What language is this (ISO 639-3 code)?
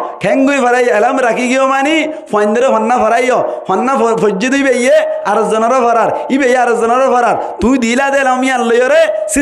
rhg